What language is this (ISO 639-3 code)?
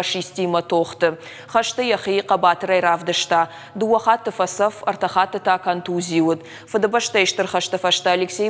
oss